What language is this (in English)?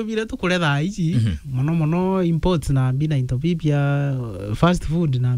Meru